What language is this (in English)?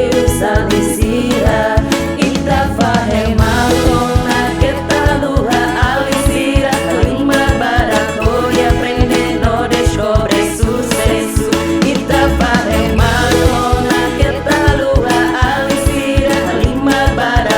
Tetum